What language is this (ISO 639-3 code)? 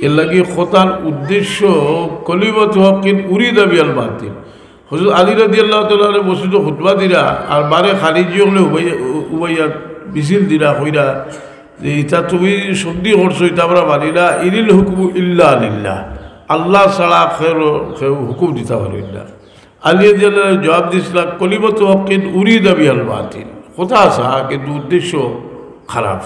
syl